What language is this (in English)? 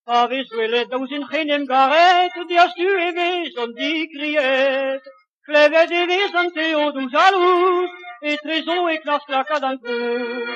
Breton